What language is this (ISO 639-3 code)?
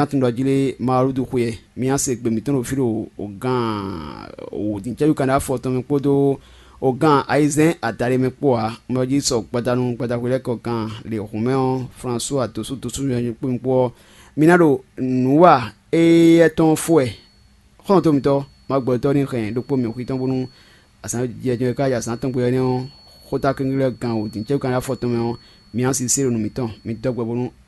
fon